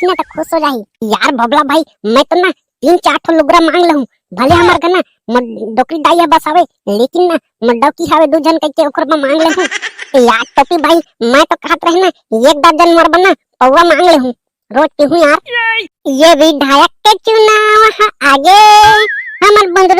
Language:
Chhattisgarhi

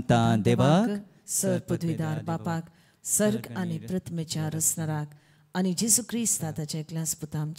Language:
Konkani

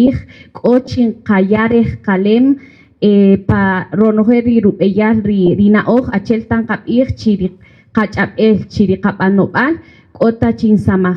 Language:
Kaqchikel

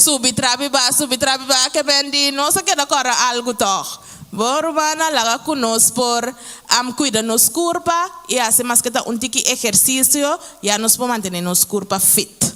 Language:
Papiamento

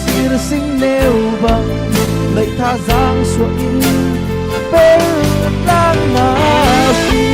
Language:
Falam Chin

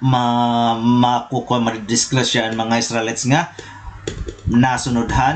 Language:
Waray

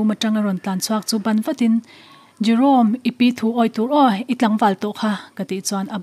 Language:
Mizo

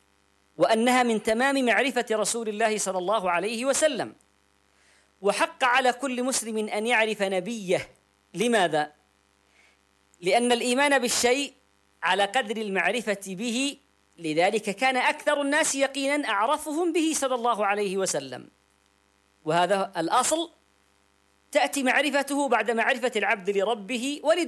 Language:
Arabic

